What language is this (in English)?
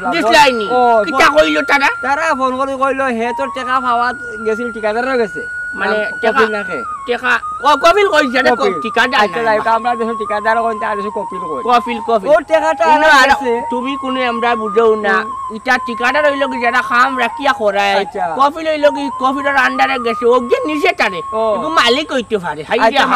Sylheti